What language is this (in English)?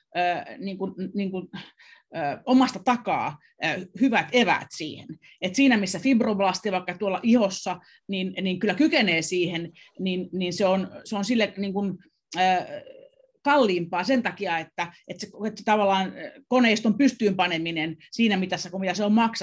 Finnish